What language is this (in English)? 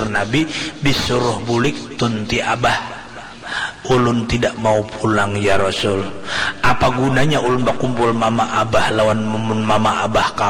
Banjar